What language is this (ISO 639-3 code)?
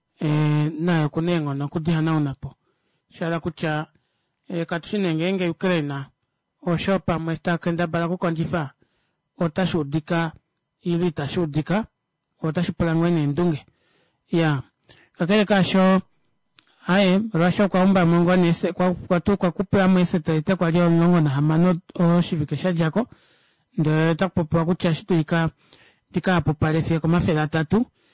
kua